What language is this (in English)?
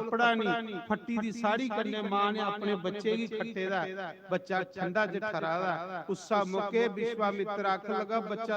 Dogri